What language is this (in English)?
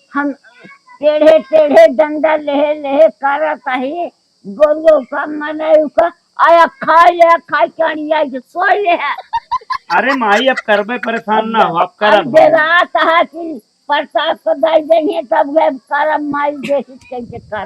Awadhi